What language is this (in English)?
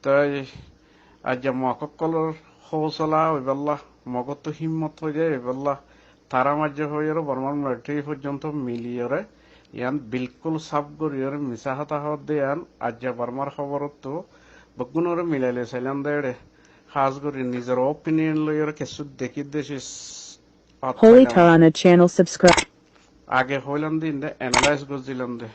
Rohingya